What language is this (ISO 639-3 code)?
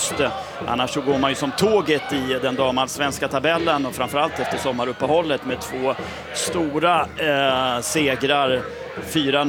swe